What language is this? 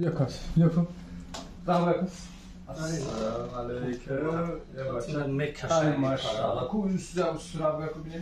Tajik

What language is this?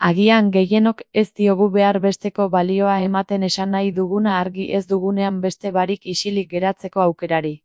Basque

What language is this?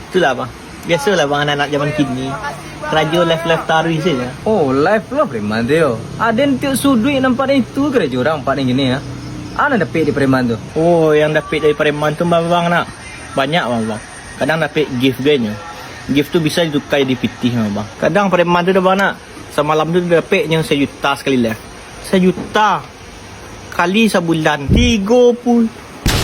Minangkabau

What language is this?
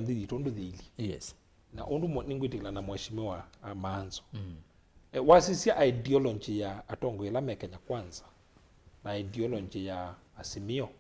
Kamba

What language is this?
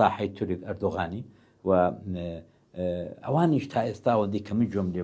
Central Kurdish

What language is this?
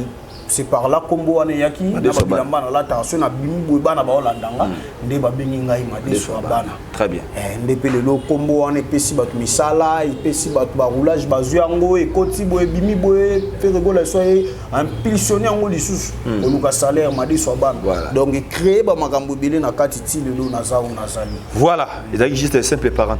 Lingala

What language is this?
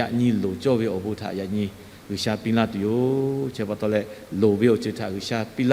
Lahu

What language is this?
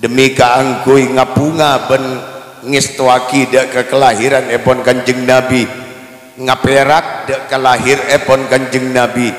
Madurese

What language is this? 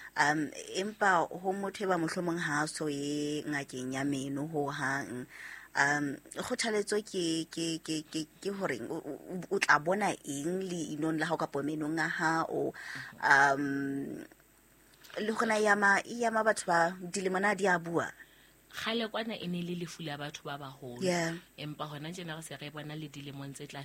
Southern Sotho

